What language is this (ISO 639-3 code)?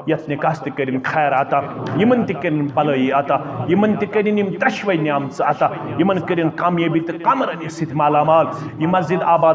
kas